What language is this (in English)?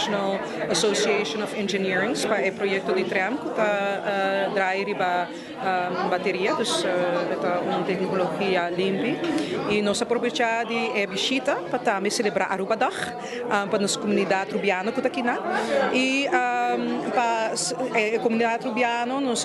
Papiamento